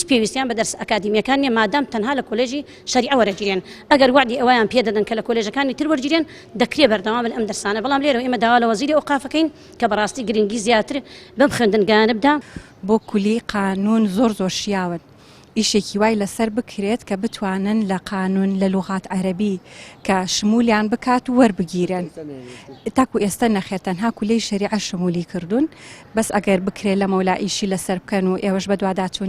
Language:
Central Kurdish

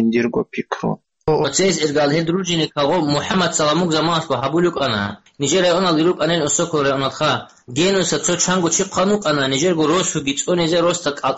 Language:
Avaric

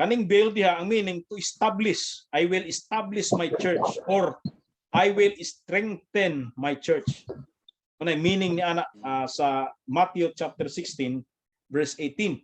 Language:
Cebuano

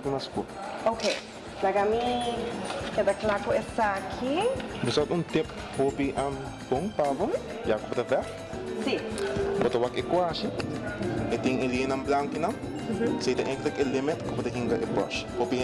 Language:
Papiamento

